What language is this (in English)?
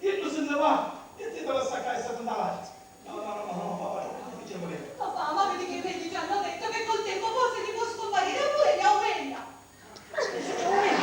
Sicilian